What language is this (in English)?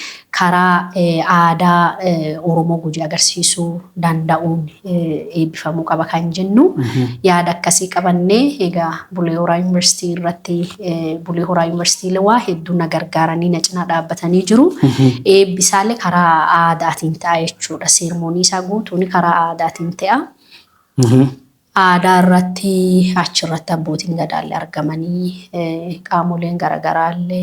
Oromo